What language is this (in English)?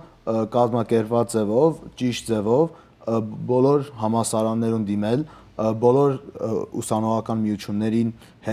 Western Armenian